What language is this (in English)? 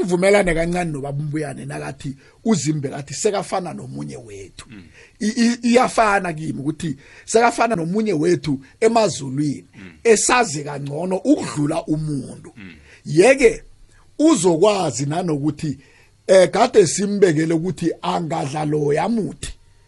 South Ndebele